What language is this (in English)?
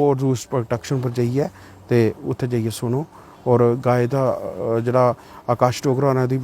Dogri